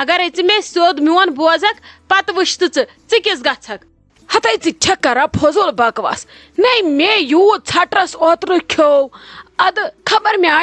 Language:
Kashmiri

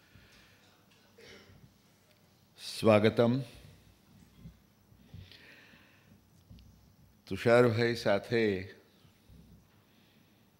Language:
Gujarati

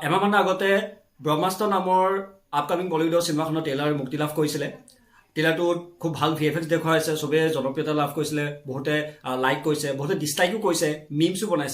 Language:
Assamese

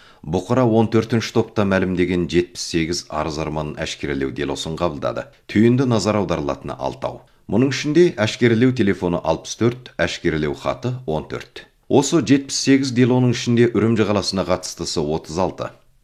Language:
Kazakh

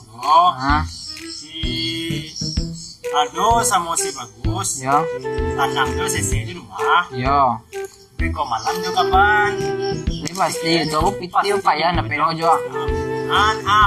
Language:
Minangkabau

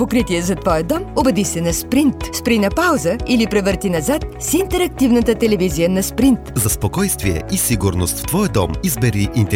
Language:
Bulgarian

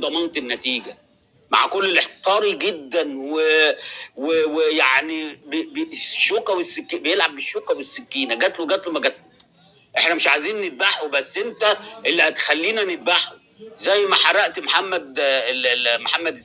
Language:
Egyptian Arabic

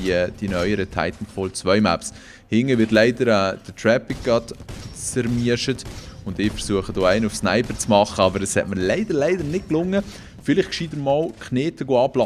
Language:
Swiss German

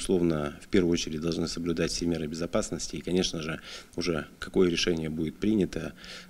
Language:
Russian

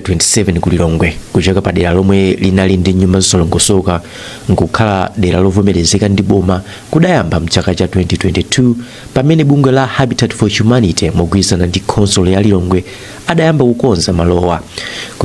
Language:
Nyanja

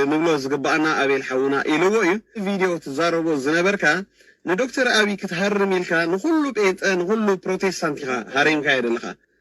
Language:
Tigrinya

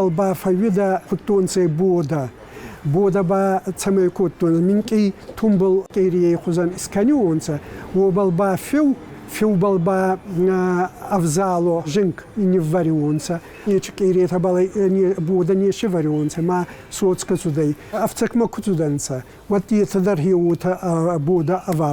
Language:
Ossetic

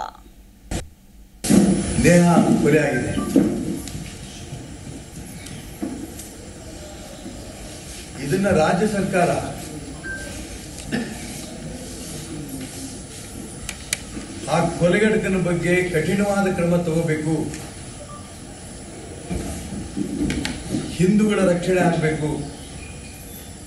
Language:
Kannada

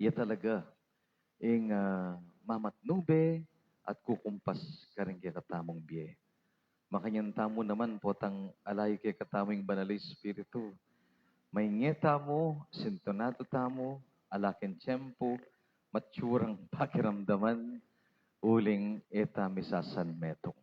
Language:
Pampanga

